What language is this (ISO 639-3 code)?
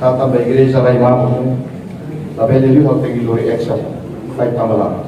tet